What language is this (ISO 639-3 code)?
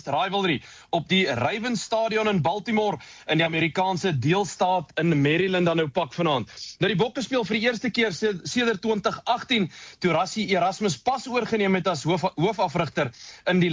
afr